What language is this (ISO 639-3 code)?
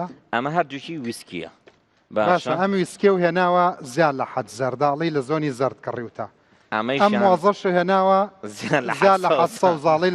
ckb